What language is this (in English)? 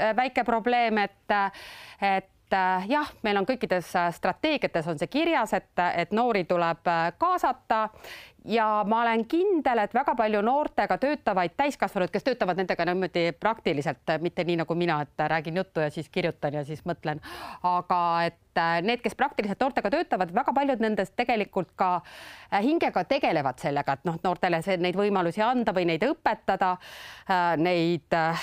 Estonian